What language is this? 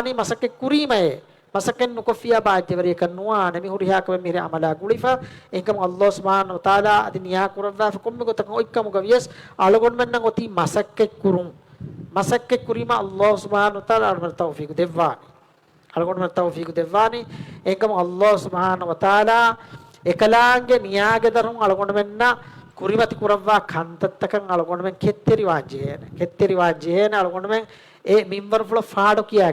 Divehi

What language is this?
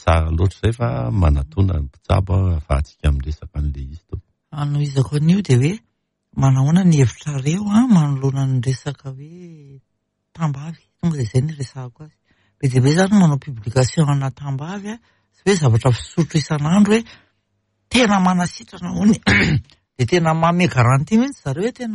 Malagasy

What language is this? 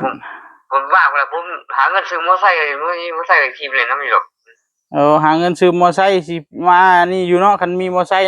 Northeastern Thai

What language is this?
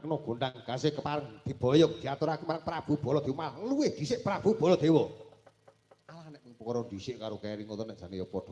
Javanese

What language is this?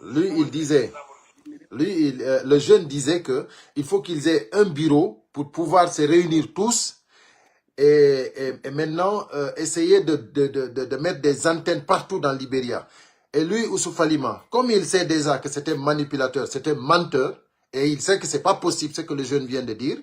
Pular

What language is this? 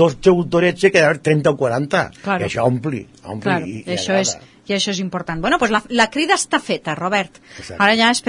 Catalan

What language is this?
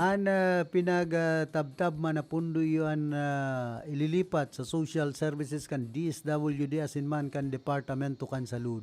Bikol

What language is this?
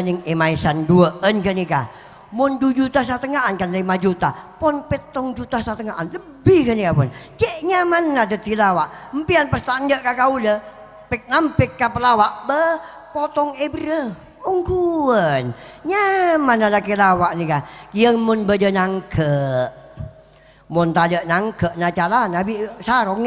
Madurese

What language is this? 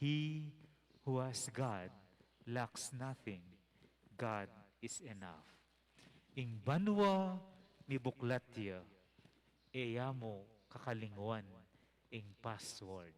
Pampanga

